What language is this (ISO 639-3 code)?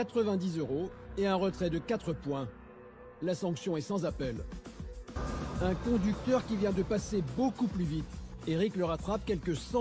fra